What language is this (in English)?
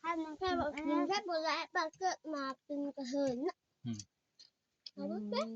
Northeastern Thai